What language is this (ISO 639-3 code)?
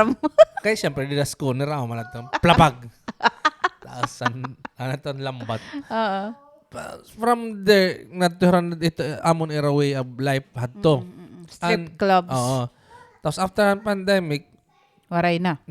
war